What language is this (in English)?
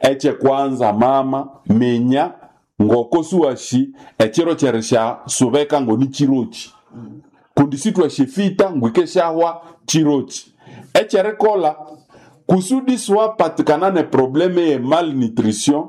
Nande